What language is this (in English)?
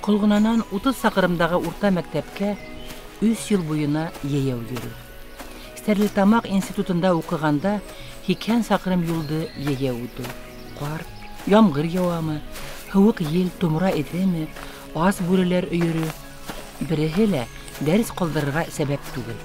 Bashkir